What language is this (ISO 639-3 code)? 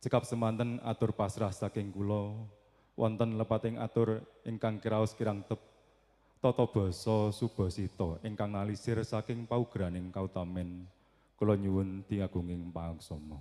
jav